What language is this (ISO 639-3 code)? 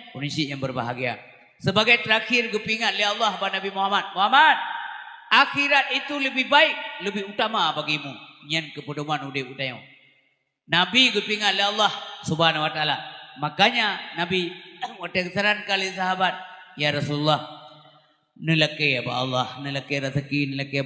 ace